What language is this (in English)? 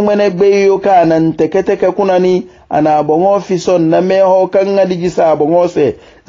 Hausa